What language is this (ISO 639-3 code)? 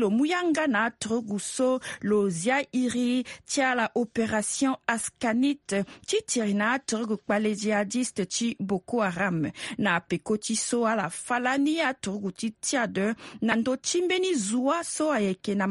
sag